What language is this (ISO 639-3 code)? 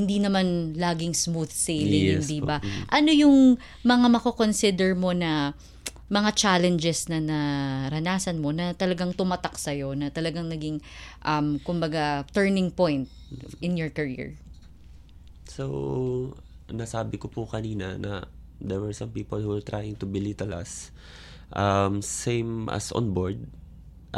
fil